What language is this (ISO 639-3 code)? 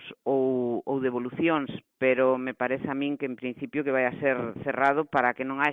glg